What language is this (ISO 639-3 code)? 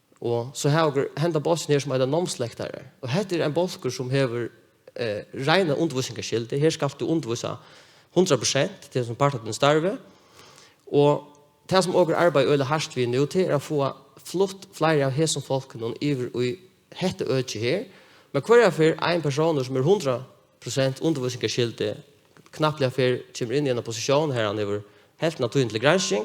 fao